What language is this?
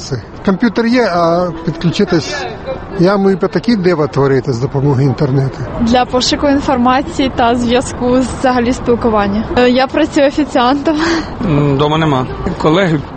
Ukrainian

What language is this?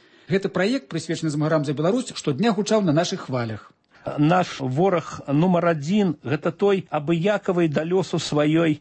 Belarusian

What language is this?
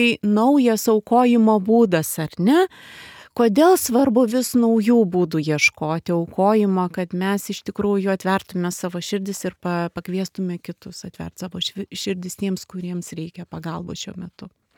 Lithuanian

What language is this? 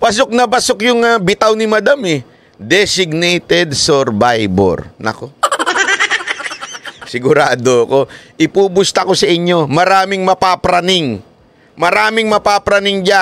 Filipino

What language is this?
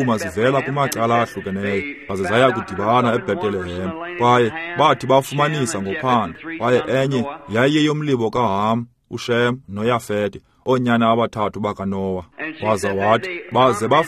Xhosa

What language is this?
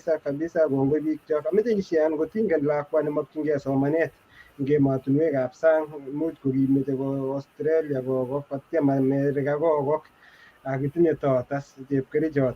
Kalenjin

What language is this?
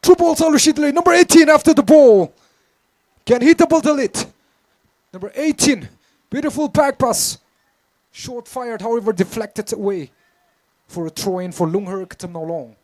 Tangkhul Naga (India)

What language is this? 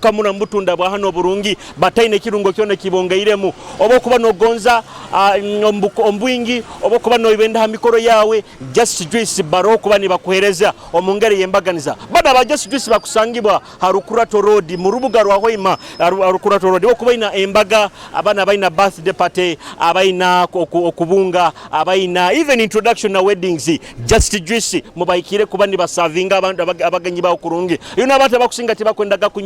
Nyoro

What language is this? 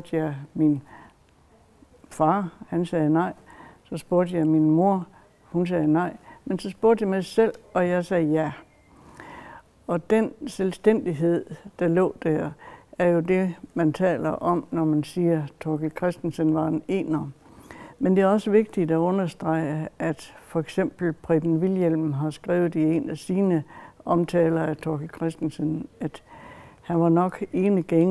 Danish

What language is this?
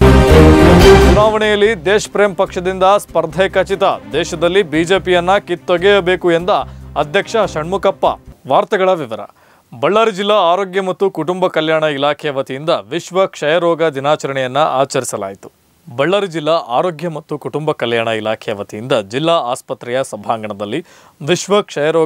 Kannada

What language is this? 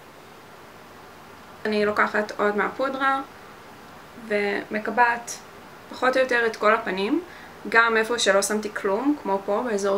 Hebrew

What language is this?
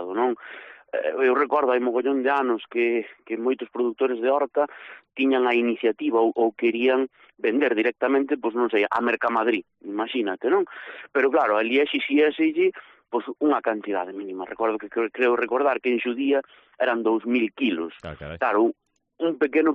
Galician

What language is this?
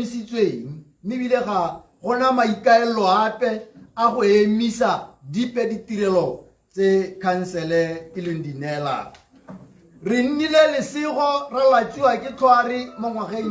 Tswana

